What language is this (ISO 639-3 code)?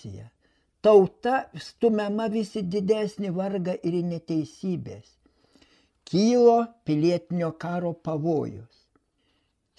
lit